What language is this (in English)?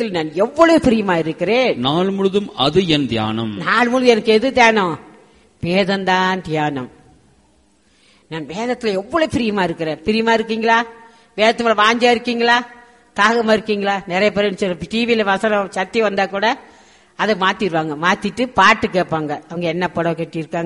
Tamil